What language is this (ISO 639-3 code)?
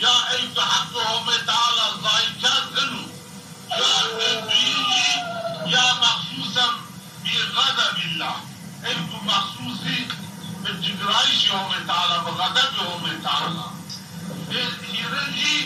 zza